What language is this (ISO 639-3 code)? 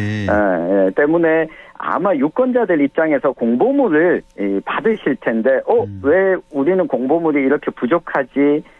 kor